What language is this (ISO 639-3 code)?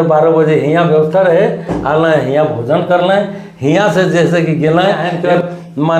sck